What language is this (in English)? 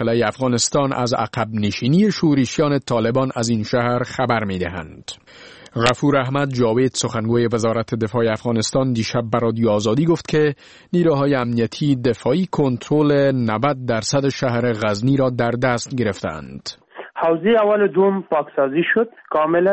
Persian